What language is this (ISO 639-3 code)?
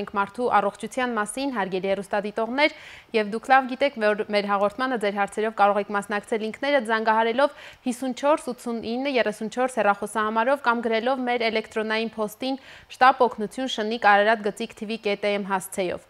hye